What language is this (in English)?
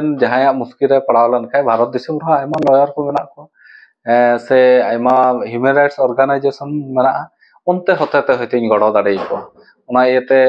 Santali